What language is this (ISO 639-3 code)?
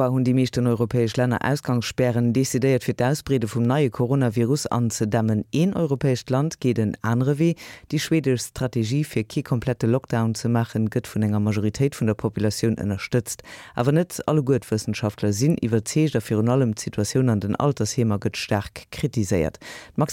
ltz